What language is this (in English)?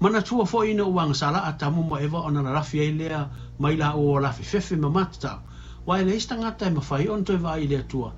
Samoan